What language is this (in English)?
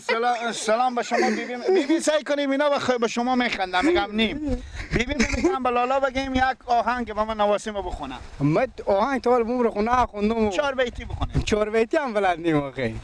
Persian